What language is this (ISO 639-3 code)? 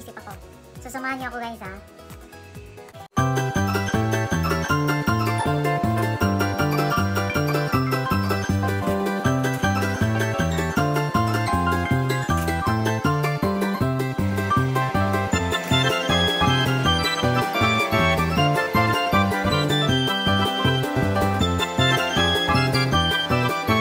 fil